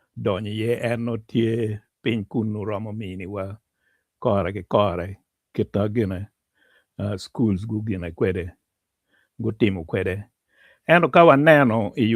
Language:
Acoli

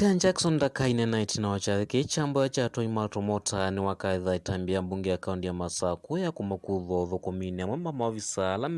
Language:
Kamba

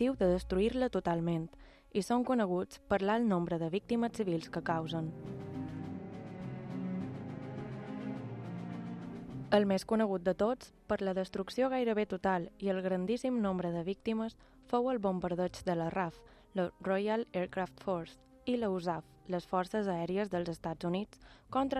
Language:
Catalan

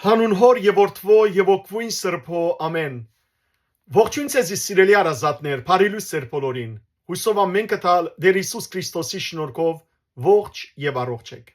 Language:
Western Armenian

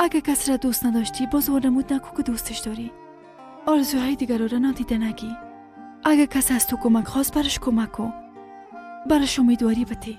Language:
Persian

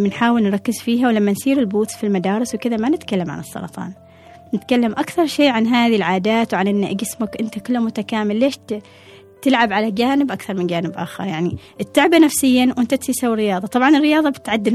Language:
Gulf Arabic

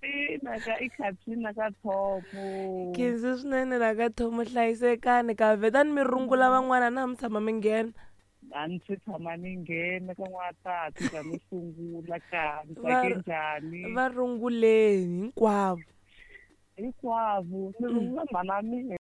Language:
Tsonga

